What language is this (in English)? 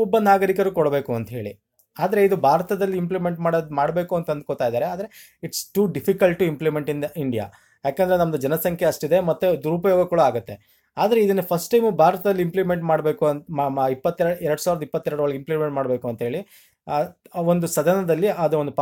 Kannada